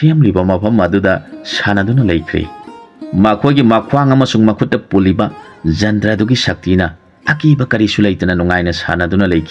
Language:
Manipuri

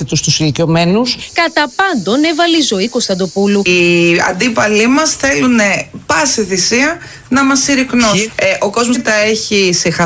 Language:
Greek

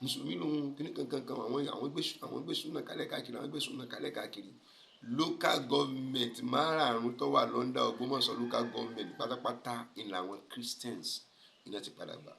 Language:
Yoruba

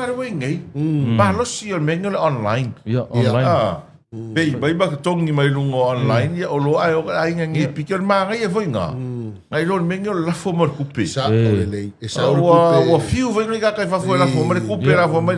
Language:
Samoan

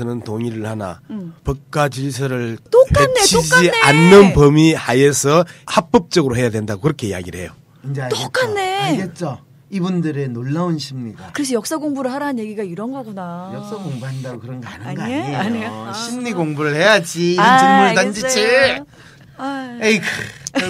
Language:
Korean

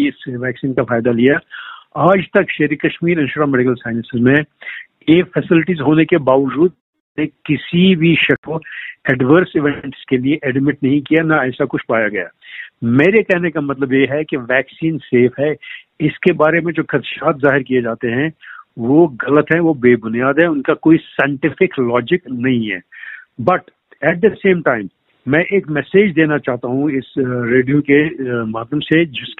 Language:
Hindi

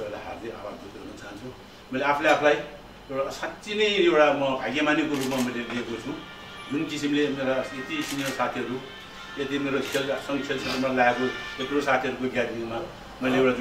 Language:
Nepali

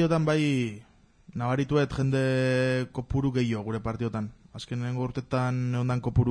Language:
Basque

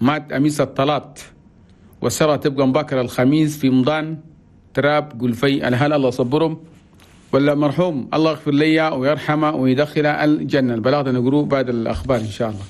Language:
Chadian Arabic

